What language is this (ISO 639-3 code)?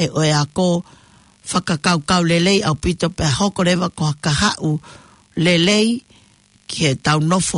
ton